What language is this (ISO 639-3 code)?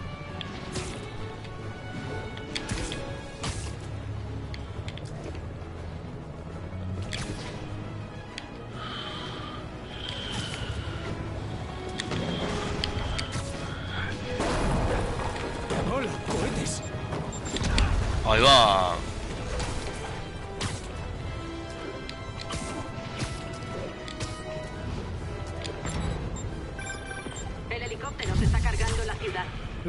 spa